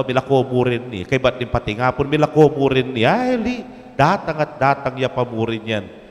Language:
Pampanga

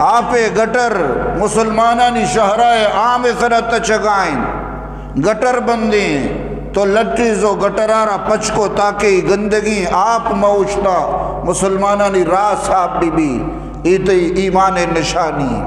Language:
Eastern Balochi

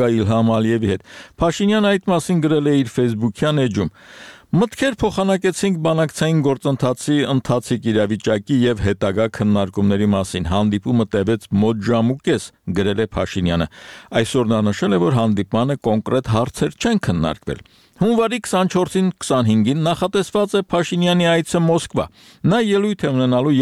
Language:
Armenian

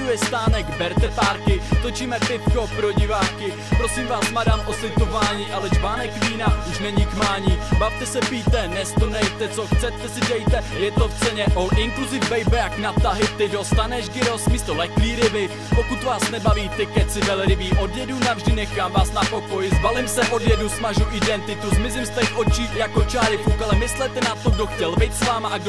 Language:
Czech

